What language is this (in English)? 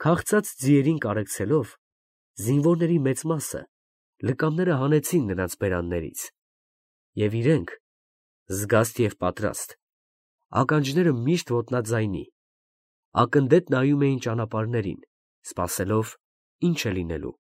Armenian